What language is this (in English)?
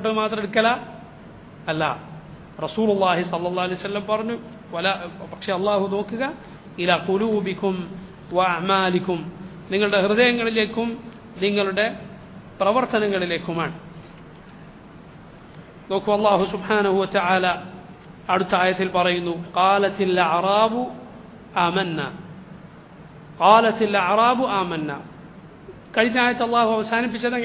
Malayalam